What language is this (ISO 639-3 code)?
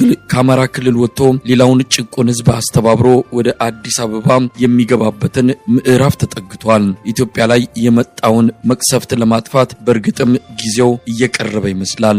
amh